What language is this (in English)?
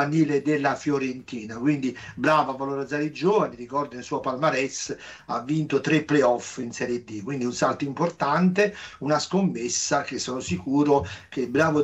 Italian